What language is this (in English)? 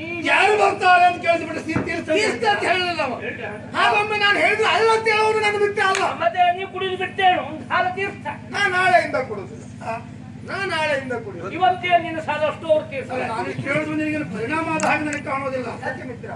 Kannada